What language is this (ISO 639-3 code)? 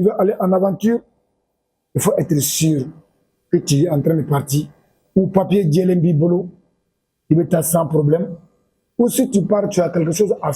bam